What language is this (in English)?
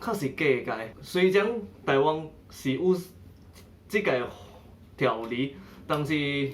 Min Nan Chinese